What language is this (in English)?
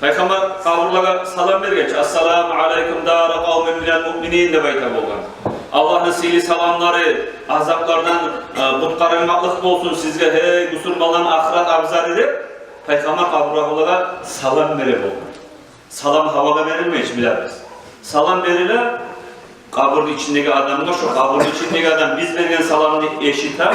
Kumyk